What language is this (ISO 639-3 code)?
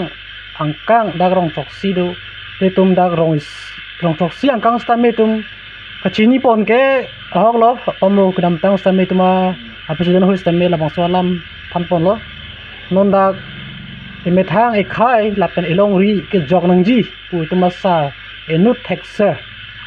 mjw